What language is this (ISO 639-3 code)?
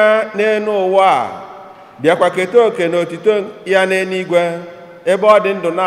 ibo